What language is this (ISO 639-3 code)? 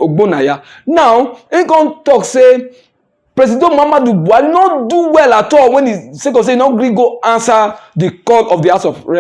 pcm